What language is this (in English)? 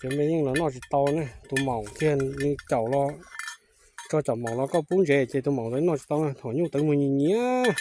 Hmong